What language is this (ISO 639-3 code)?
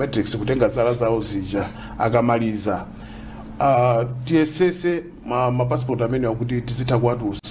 nya